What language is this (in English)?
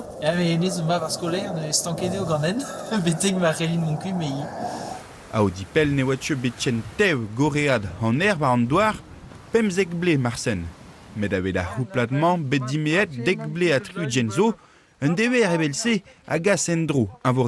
Breton